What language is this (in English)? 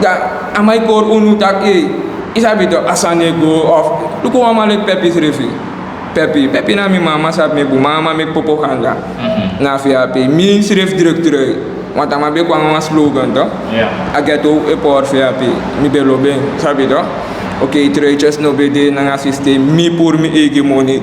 Sranan Tongo